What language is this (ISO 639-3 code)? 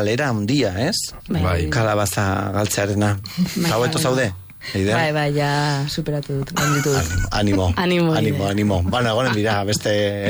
eus